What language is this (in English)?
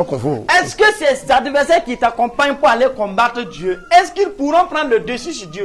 Mossi